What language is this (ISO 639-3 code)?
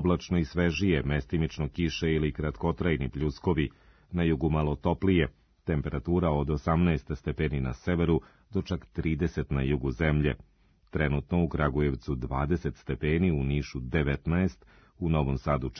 srp